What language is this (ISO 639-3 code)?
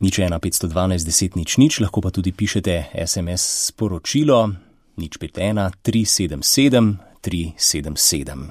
slv